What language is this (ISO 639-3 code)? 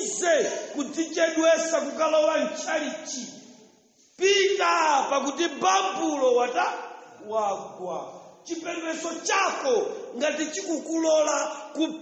nya